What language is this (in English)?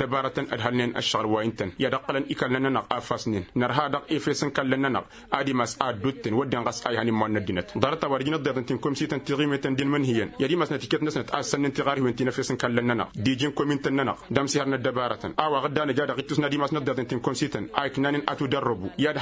Tamasheq